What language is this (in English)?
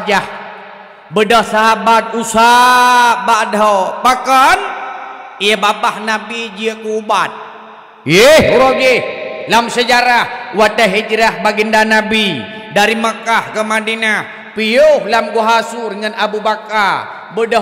Achinese